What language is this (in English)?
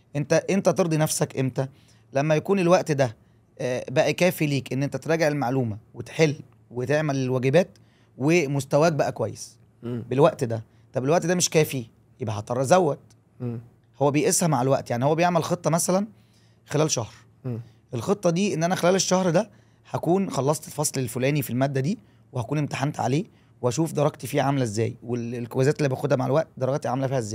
Egyptian Arabic